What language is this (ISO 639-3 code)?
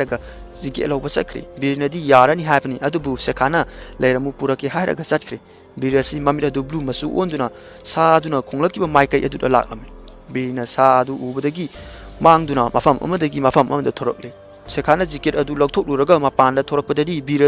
mni